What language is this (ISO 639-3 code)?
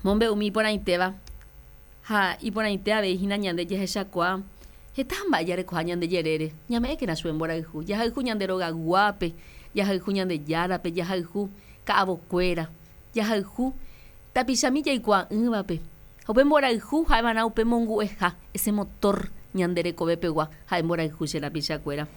grn